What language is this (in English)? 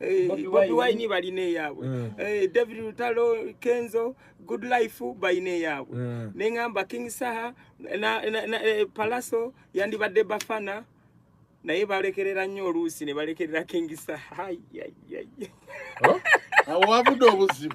Ganda